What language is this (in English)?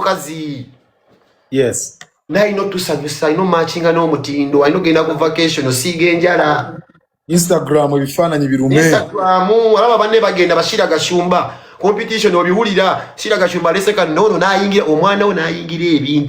Ganda